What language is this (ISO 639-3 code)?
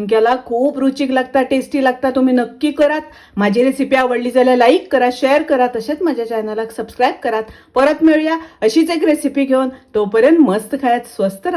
kok